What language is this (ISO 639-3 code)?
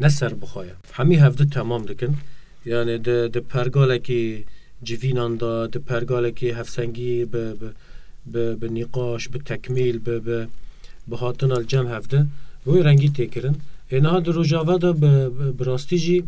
kur